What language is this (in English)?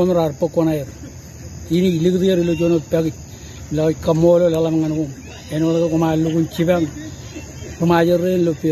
Marshallese